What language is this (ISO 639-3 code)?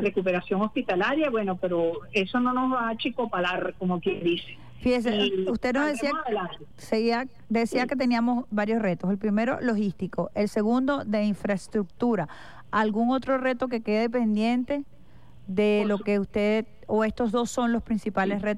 spa